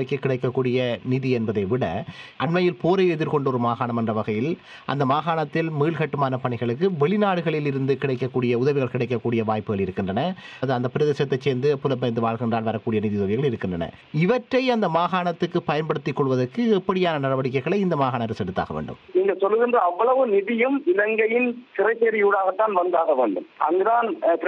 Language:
Tamil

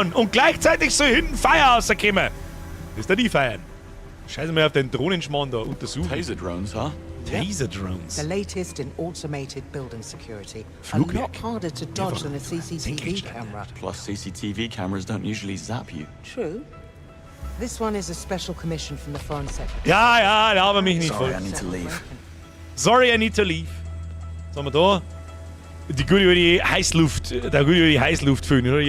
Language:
Bavarian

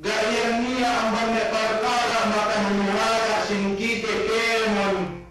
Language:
Yakan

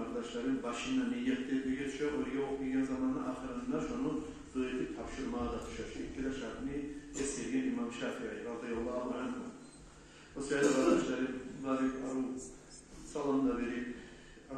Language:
Kumyk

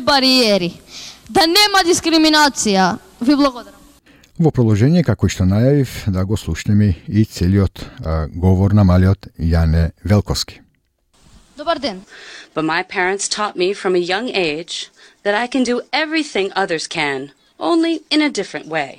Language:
Macedonian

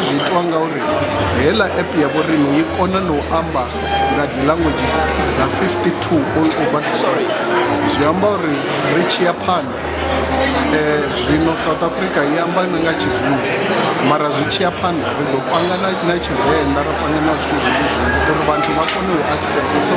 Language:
Venda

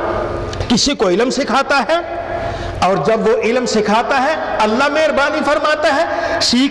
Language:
Urdu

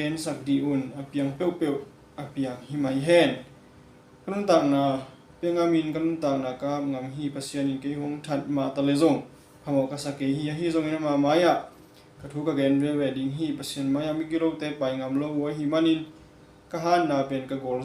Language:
Tedim Chin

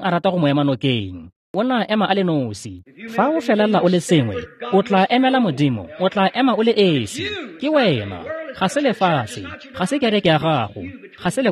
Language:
Tswana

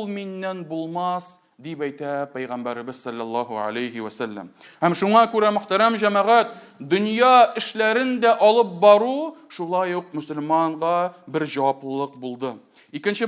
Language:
Tatar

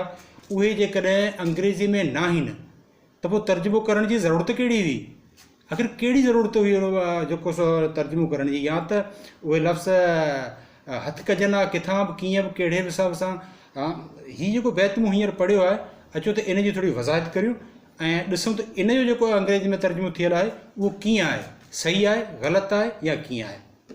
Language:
Sindhi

